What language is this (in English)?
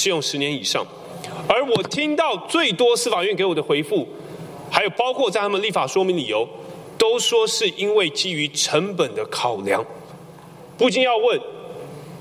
Chinese